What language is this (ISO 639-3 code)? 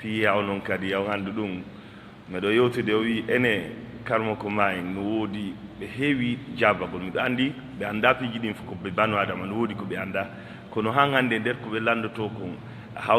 ful